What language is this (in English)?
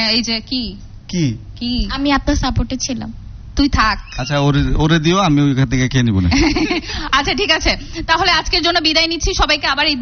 Bangla